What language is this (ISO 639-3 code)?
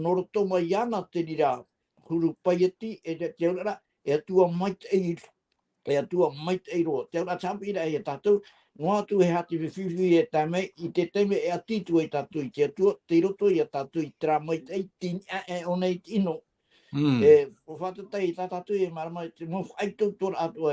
tah